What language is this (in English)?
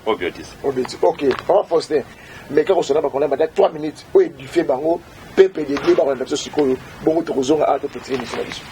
Lingala